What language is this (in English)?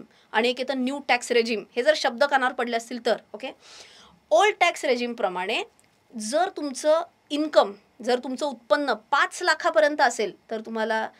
Marathi